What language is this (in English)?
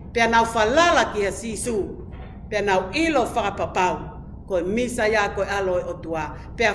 Tongan